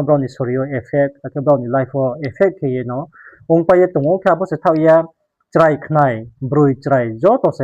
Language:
Riang (India)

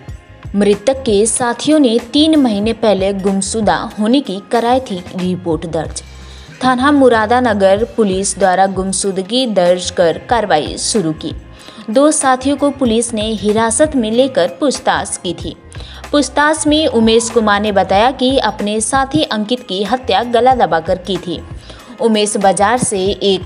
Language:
Hindi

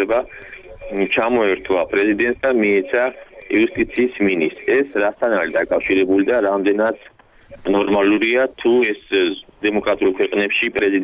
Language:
Georgian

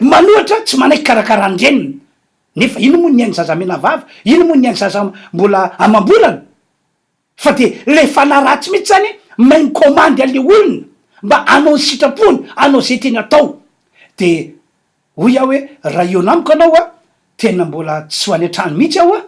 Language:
Malagasy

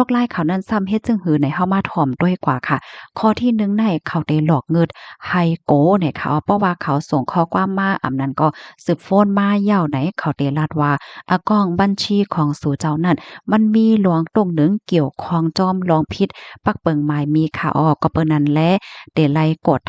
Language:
Shan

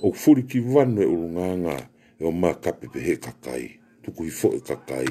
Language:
Tongan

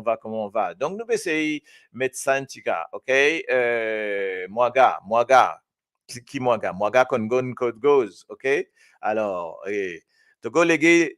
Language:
Morisyen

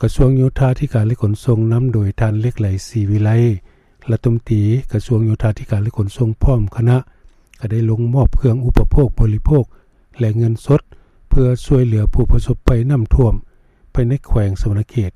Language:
Lao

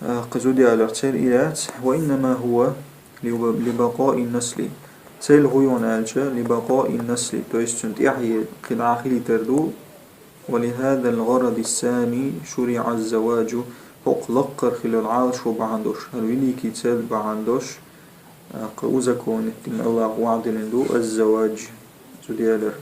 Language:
Chechen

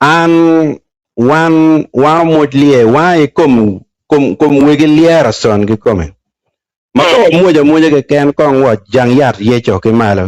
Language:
Acoli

